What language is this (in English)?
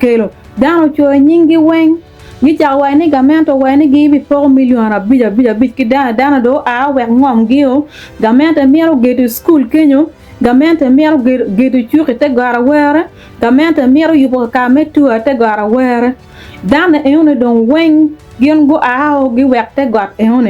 Acoli